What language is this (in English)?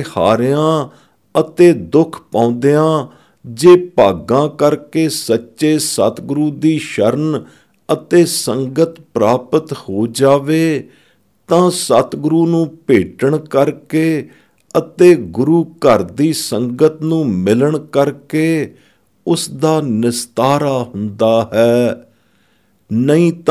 Punjabi